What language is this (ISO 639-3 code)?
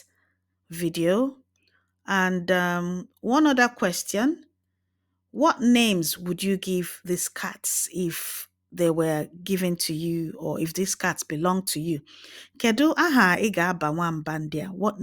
ibo